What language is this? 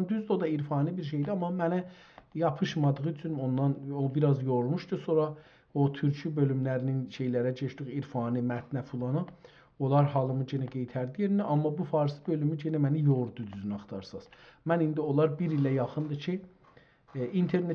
South Azerbaijani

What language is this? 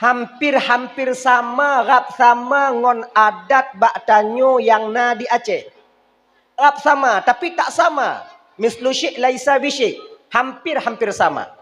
Achinese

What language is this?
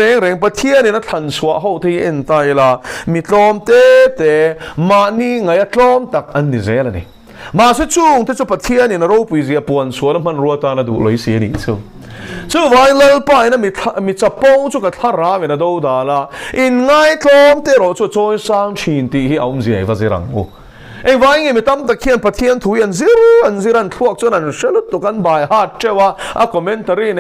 Mizo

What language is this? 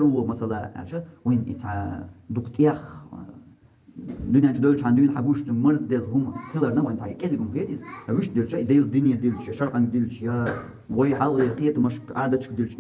Chechen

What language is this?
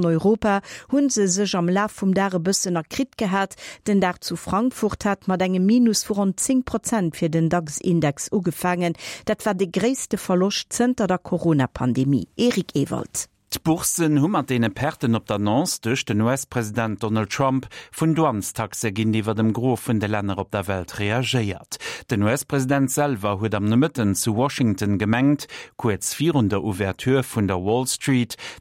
Luxembourgish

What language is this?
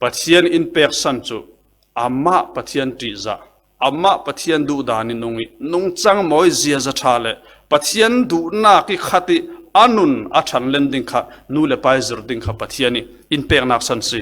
Falam Chin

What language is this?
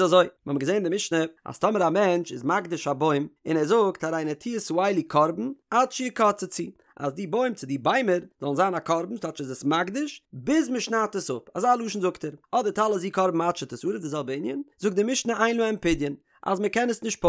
Yiddish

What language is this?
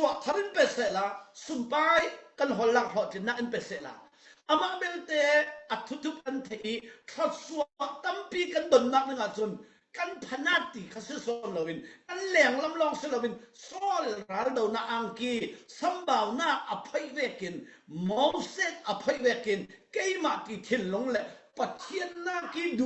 Falam Chin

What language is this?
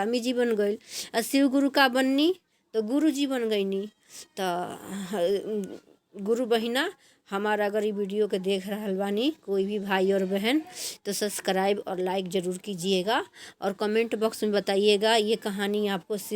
Bhojpuri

